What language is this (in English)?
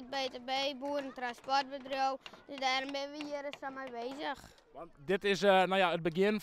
Western Frisian